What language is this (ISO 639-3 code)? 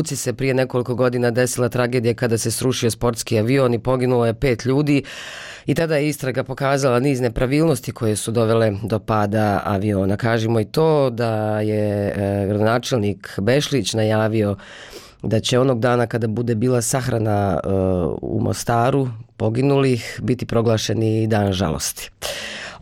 bos